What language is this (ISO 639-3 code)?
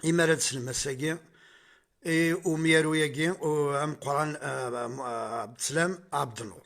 kab